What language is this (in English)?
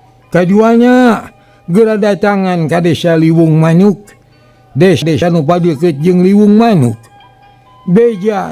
Sundanese